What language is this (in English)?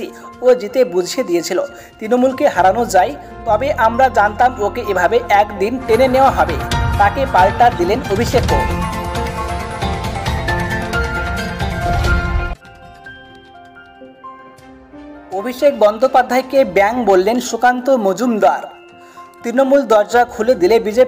Bangla